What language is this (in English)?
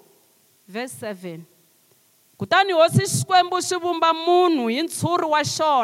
Tsonga